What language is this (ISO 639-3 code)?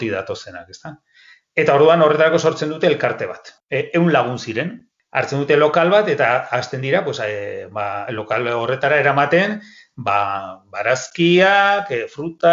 eus